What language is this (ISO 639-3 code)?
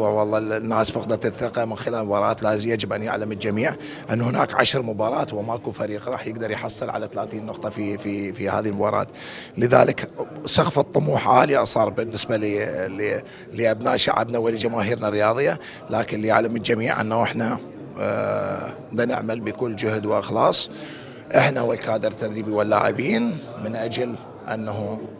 acm